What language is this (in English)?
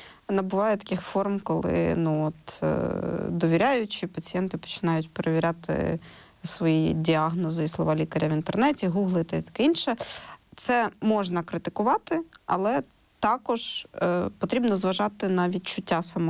Ukrainian